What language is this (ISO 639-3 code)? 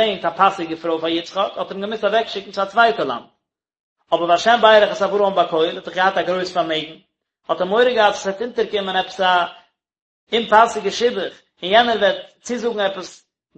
yid